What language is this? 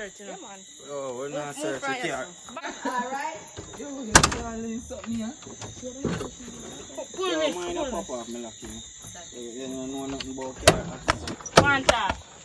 Jamaican Creole English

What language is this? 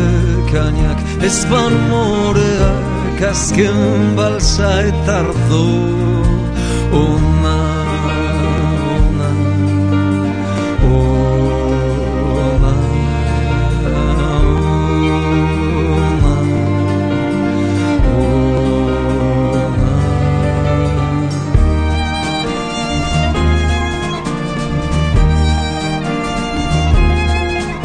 Basque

